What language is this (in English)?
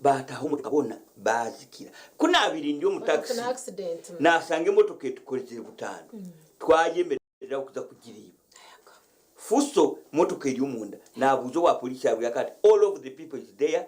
Nyankole